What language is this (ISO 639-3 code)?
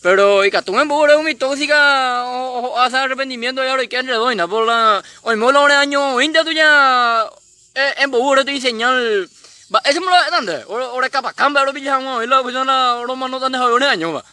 grn